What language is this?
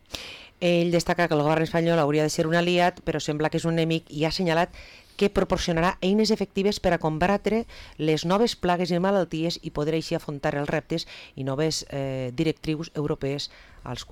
Catalan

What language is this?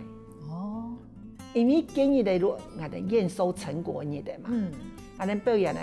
Hakka Chinese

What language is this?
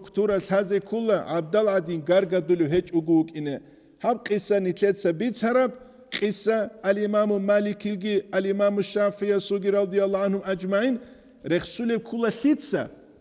Avaric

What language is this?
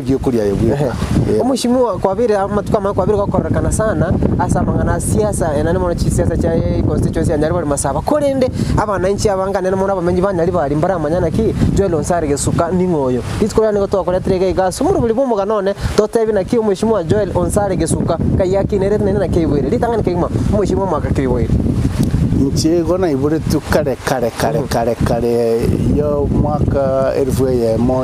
Gusii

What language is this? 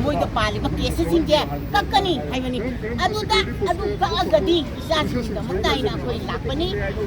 Manipuri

